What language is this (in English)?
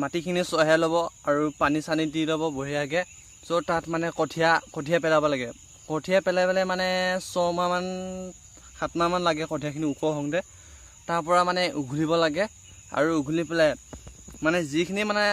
Assamese